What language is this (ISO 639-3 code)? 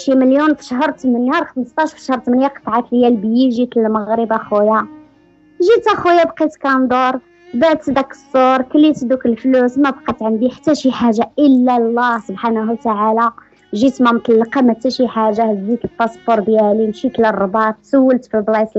ary